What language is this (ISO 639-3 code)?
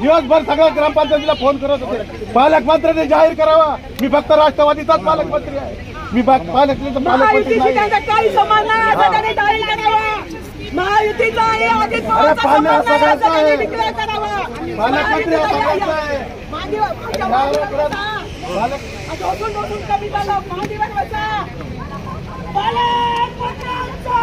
mar